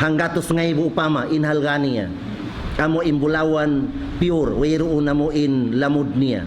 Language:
Tausug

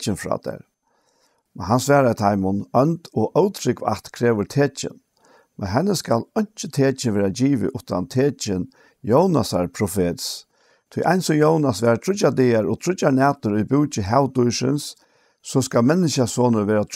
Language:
Faroese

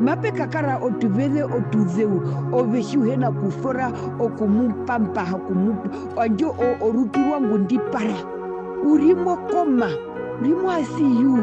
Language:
Herero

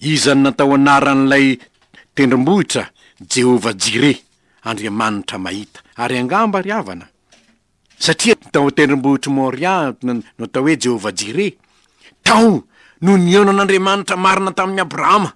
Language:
Malagasy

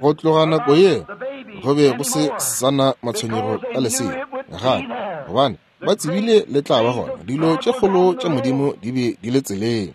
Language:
Northern Sotho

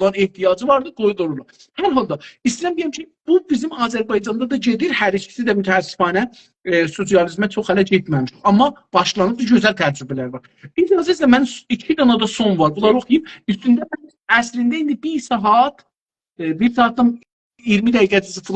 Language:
South Azerbaijani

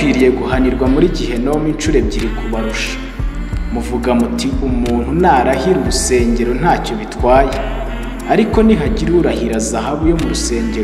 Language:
Kinyarwanda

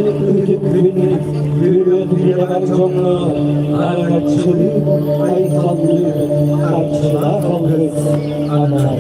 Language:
Yakut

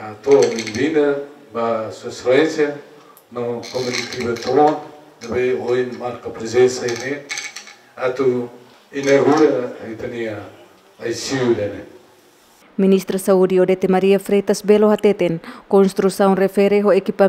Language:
Tetum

